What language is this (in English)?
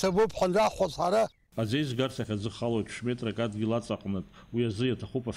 Abkhazian